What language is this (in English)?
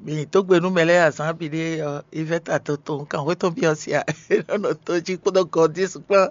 Fon